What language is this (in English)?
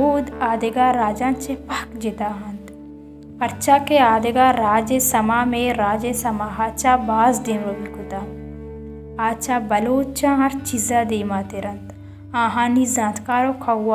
Baluchi